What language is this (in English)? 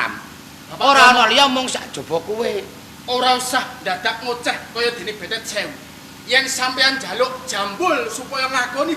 Javanese